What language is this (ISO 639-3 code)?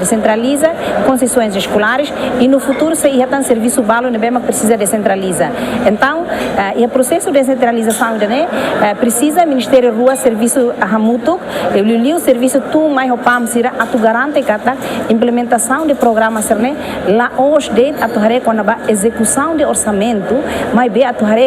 tet